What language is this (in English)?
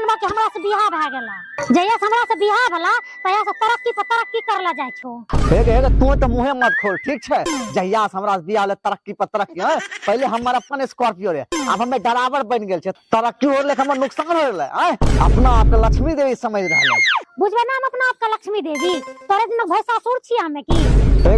Maithili